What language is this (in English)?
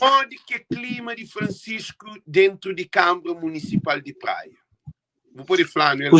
Kabuverdianu